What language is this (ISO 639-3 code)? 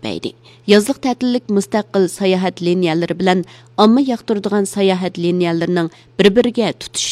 uig